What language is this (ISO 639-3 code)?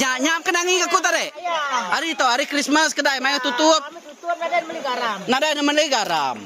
iba